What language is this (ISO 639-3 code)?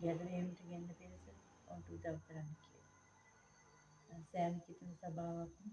sin